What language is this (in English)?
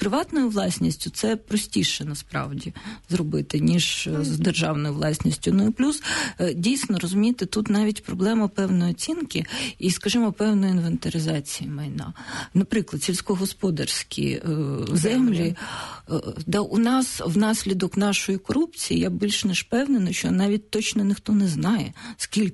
Ukrainian